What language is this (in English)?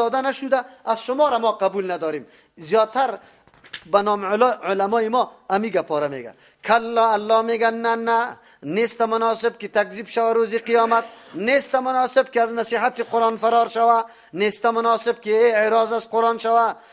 Persian